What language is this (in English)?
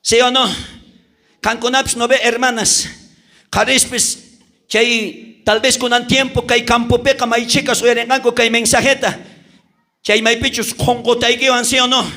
South Bolivian Quechua